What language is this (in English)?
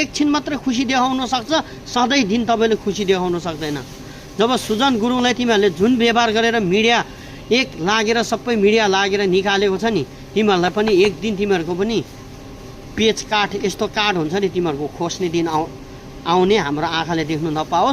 Nepali